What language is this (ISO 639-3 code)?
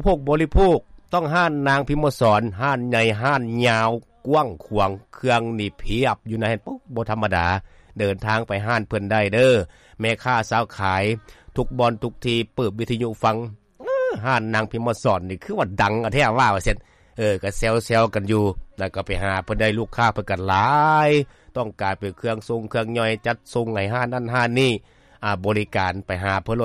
lao